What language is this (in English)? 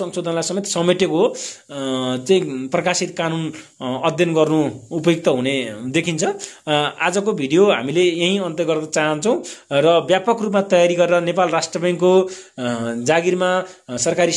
Nepali